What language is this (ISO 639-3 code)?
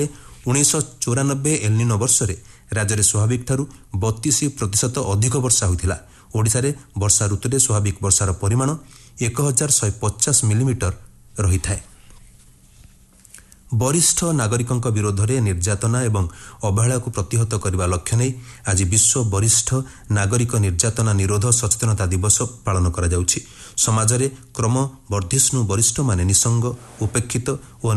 ori